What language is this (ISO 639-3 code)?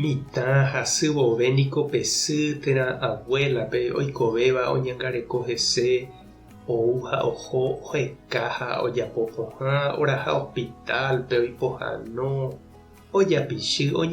grn